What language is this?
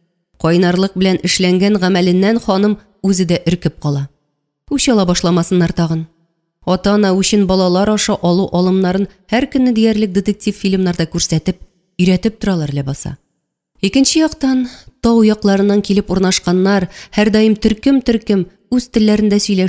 Tatar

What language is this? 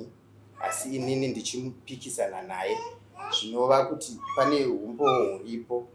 Shona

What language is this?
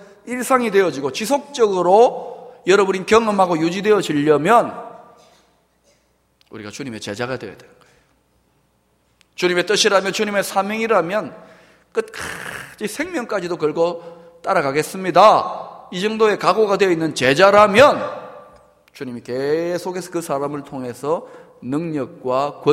Korean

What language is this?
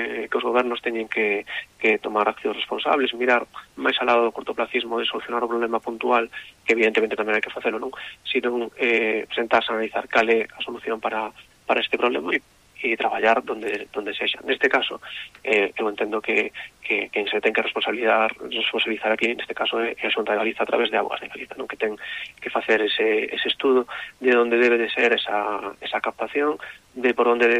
Galician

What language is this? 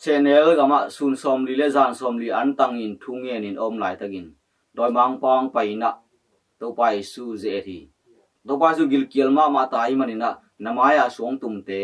Tedim Chin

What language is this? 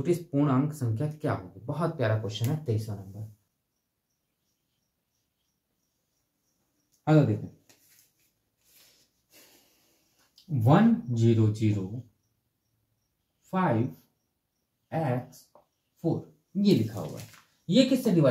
Hindi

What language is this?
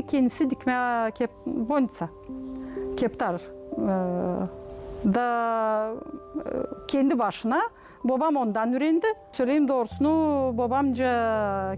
Gagauz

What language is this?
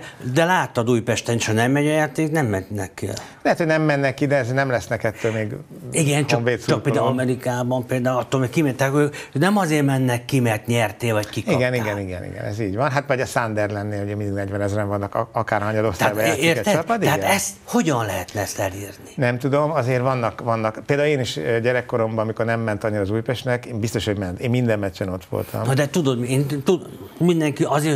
Hungarian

